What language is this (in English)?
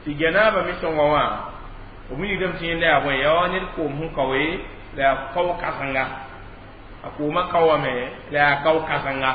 Mossi